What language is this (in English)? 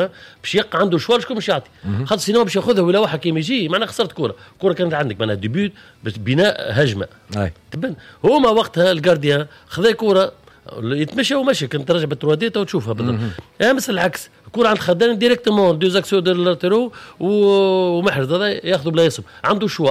Tunisian Arabic